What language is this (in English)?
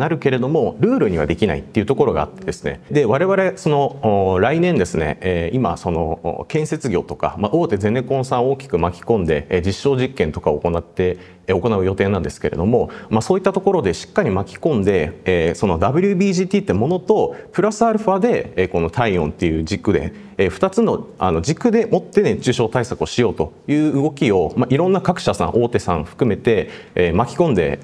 Japanese